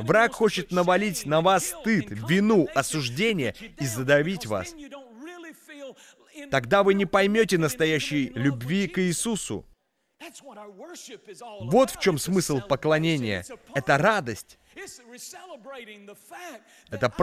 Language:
Russian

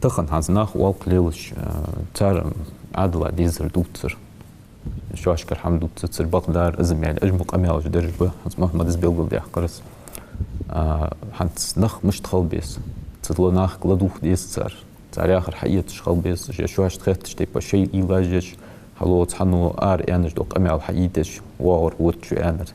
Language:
Ingush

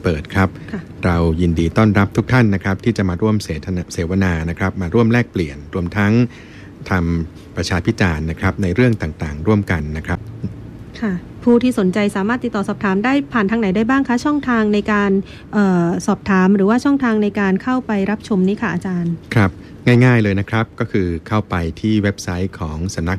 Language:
Thai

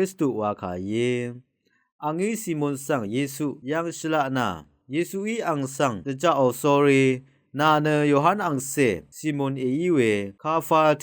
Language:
Rawang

